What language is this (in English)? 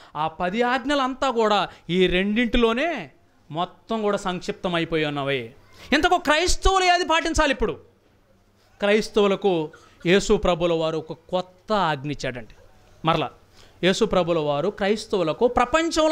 Telugu